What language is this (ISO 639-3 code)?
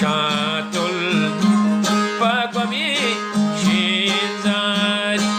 bgp